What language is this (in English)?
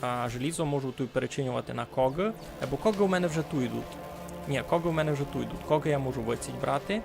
Rusyn